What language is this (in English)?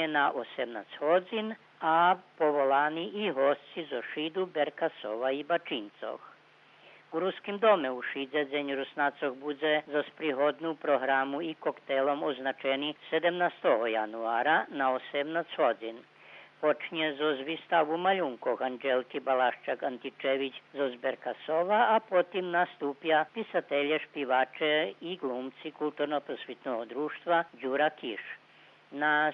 Rusyn